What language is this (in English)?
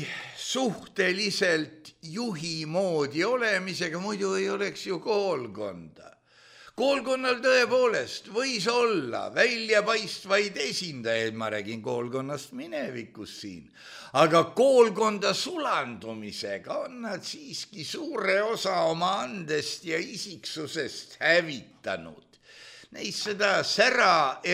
Estonian